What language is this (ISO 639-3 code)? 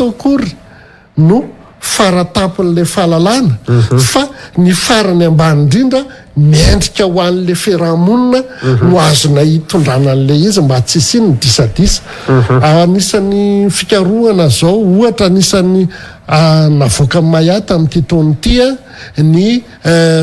mlg